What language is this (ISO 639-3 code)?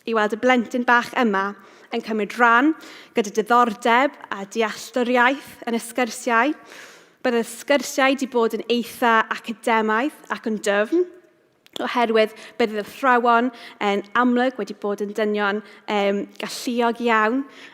cym